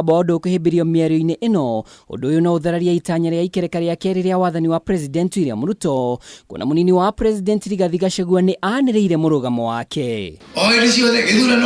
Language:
Kikuyu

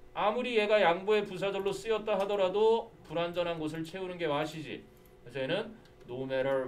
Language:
Korean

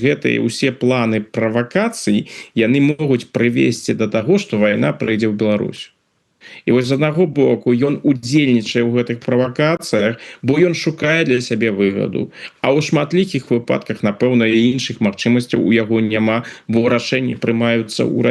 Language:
Belarusian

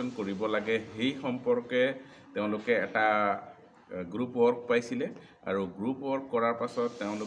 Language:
Assamese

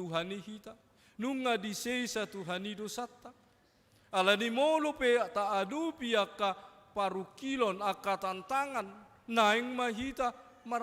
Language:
Batak Toba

